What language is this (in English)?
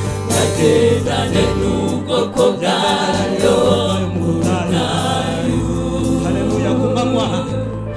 Kinyarwanda